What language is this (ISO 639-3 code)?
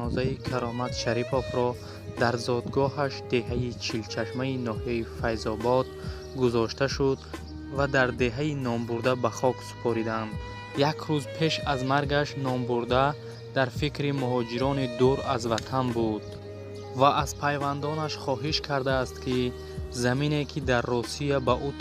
tgk